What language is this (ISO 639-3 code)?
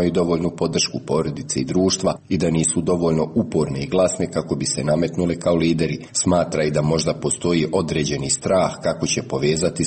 srp